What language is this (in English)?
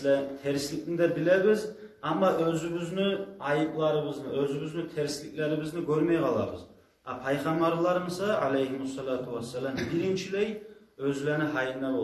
Kumyk